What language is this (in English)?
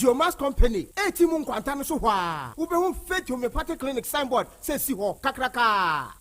Akan